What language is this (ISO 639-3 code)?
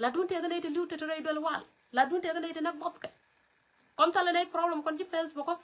nus